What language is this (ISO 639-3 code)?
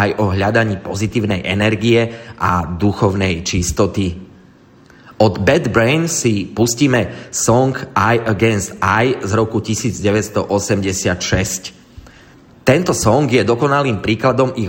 slk